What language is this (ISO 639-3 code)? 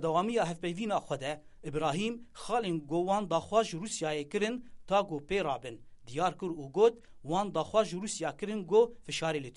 kur